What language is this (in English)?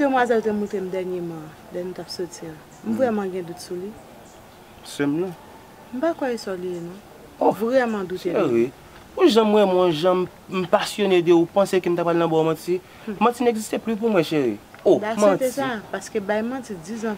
Haitian Creole